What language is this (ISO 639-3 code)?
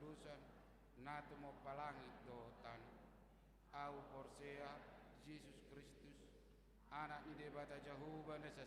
bbc